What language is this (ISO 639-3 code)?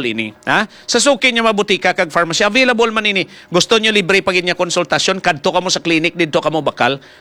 hil